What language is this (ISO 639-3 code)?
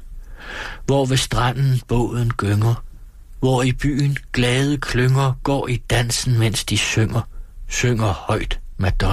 dan